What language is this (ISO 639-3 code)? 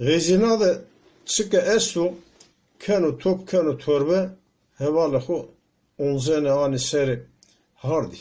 zza